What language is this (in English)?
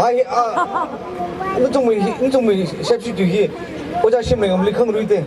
Tangkhul Naga (India)